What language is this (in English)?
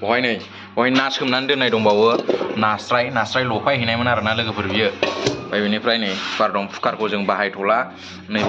Bodo